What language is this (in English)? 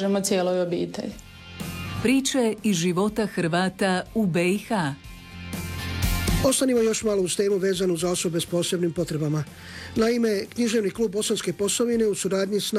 Croatian